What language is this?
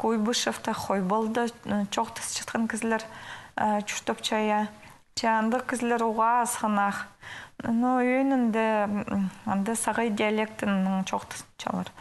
Khakas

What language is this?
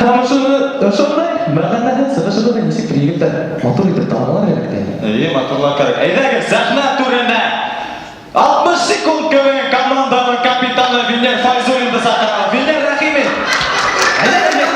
Bashkir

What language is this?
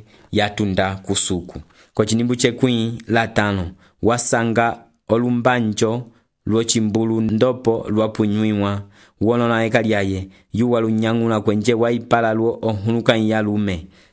Umbundu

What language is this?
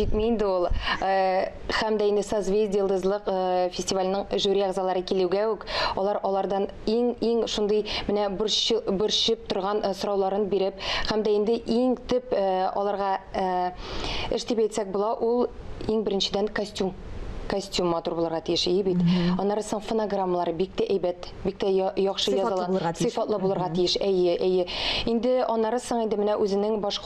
Tatar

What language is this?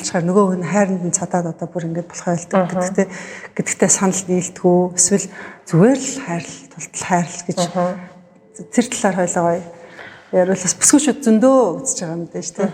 Mongolian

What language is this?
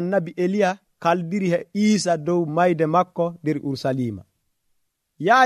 Nigerian Fulfulde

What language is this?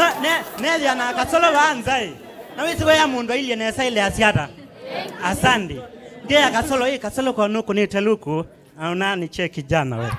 Kamba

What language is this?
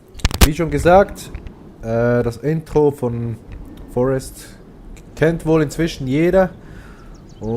Swiss German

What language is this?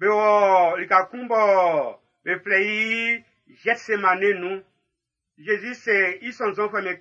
Baoulé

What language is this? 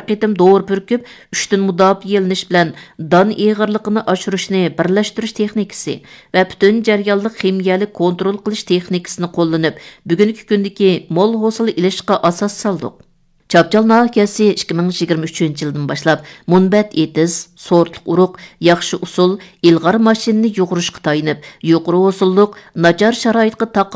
Uyghur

